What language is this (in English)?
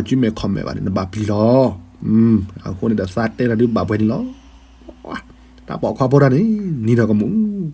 S'gaw Karen